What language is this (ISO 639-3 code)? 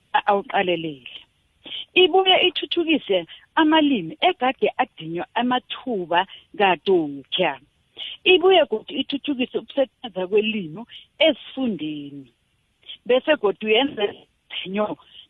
nbl